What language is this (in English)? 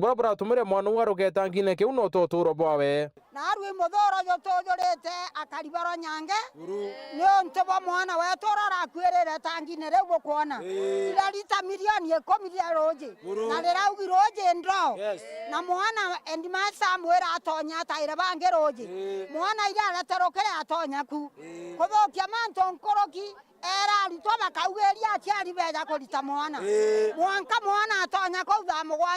Meru